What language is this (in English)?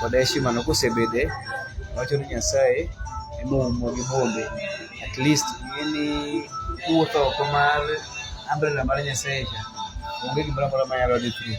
Luo (Kenya and Tanzania)